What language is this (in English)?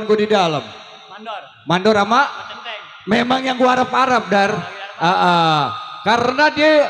Betawi